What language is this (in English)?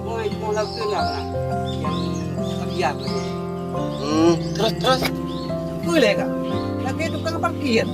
Achinese